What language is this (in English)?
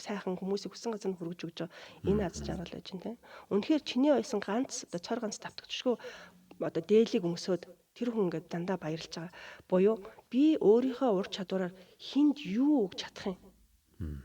Mongolian